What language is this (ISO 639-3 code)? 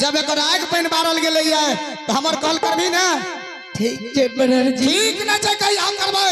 mai